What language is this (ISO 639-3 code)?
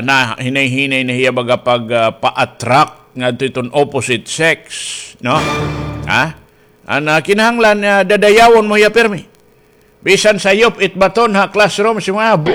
war